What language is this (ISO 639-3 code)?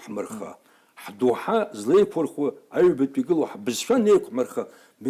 abk